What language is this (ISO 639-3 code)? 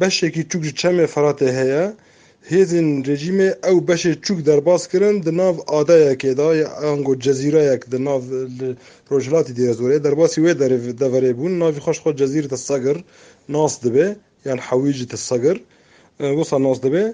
kur